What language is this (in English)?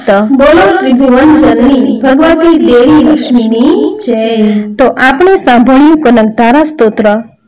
Gujarati